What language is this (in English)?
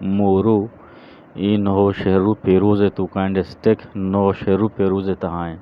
Eastern Balochi